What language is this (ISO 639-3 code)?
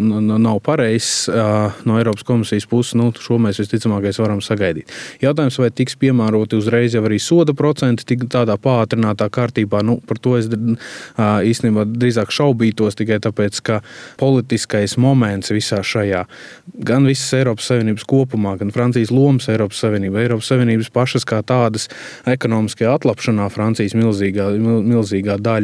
lav